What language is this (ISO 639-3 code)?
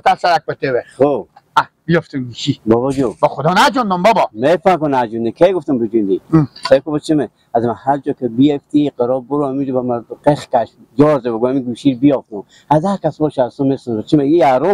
haz